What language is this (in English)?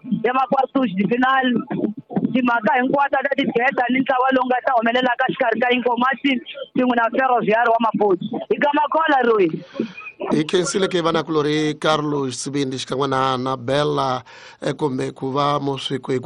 Tsonga